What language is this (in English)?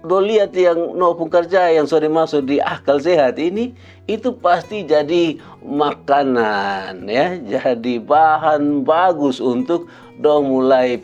Kupang Malay